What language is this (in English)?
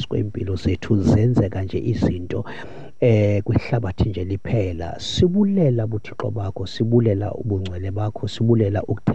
Xhosa